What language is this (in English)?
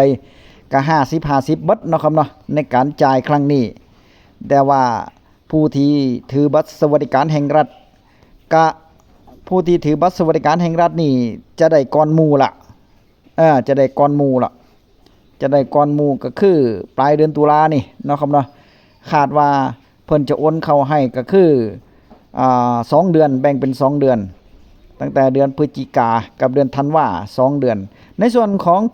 Northeastern Thai